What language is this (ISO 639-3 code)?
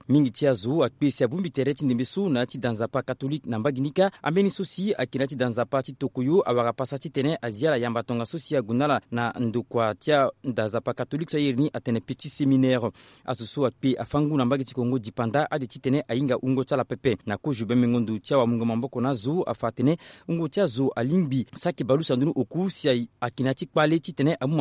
sag